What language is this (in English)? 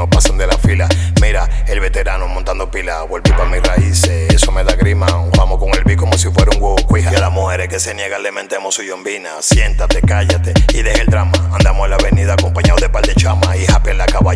Spanish